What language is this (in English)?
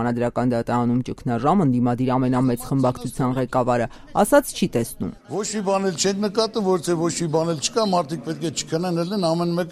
Armenian